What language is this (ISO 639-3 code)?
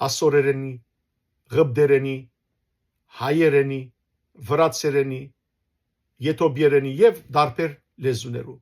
hyw